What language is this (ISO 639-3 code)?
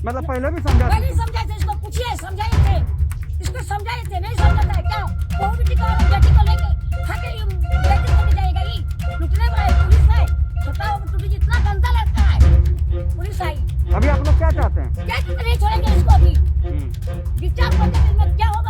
sat